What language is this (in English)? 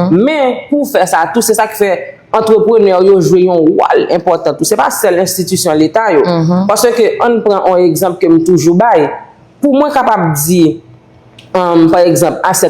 Haitian Creole